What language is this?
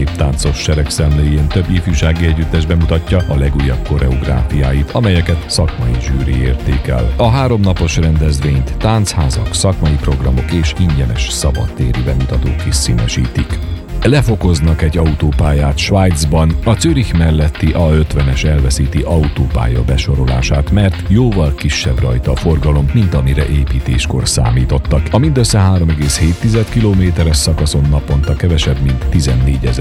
Hungarian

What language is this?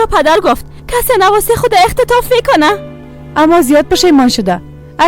Persian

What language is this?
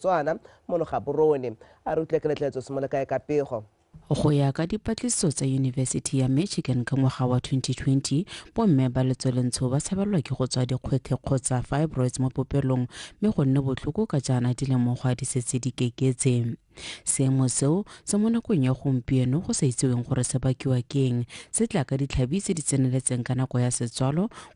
Tswana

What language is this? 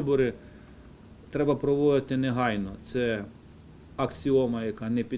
Ukrainian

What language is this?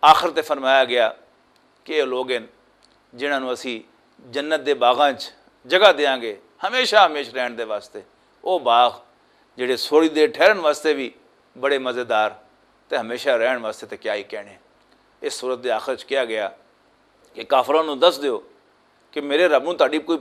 Western Panjabi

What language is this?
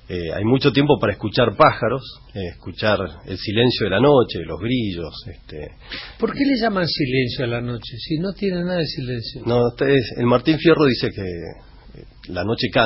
Spanish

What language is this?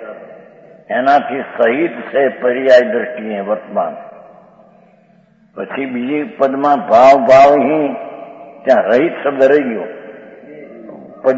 Gujarati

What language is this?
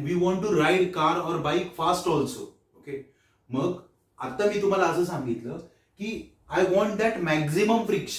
Marathi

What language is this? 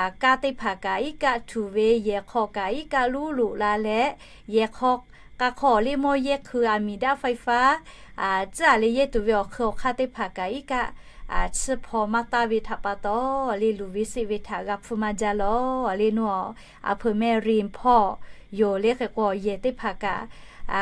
Lahu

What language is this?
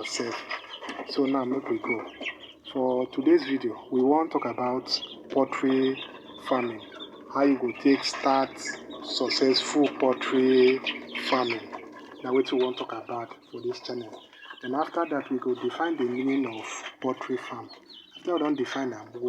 Nigerian Pidgin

